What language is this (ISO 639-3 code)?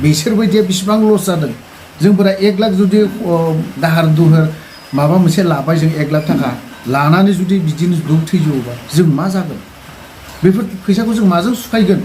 brx